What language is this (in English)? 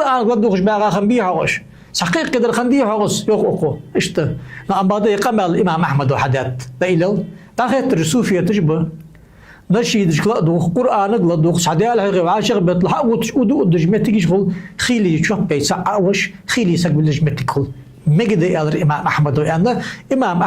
Ingush